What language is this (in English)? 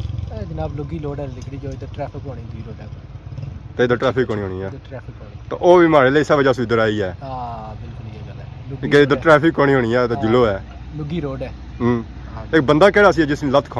Pahari-Potwari